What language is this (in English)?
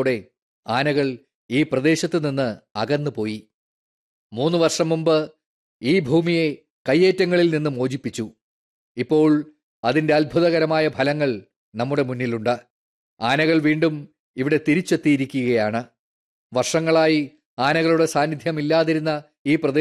Malayalam